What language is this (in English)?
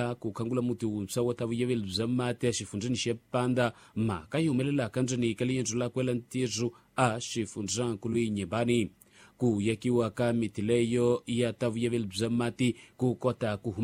Tsonga